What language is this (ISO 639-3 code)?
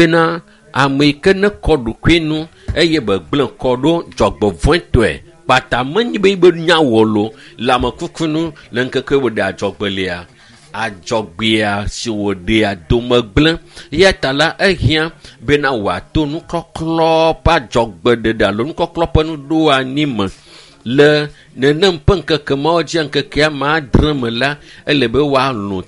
ewe